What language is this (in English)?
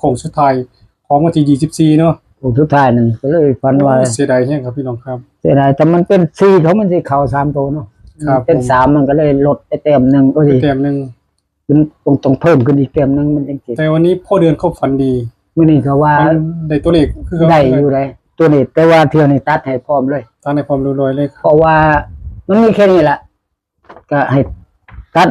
Northeastern Thai